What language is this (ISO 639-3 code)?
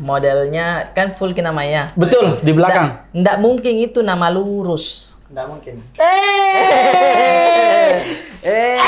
mfp